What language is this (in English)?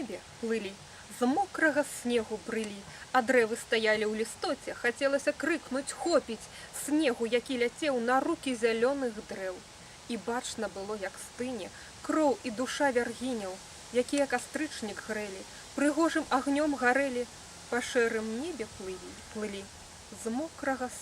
Belarusian